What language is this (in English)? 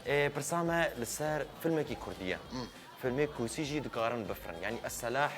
Kurdish